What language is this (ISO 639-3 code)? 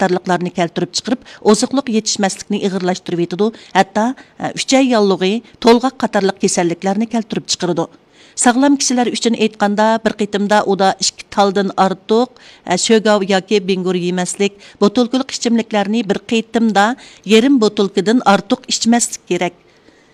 uig